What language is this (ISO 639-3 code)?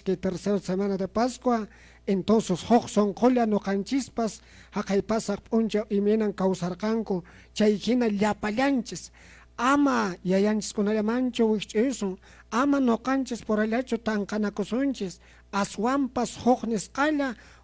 que